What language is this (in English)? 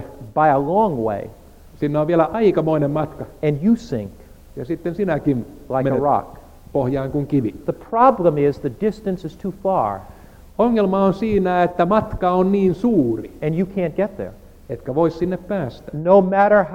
Finnish